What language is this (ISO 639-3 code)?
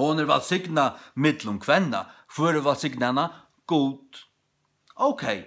fao